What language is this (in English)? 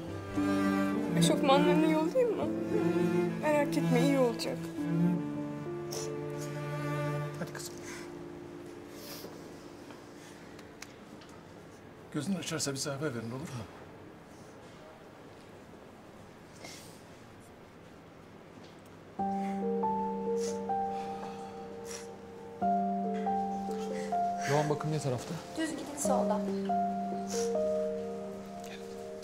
Turkish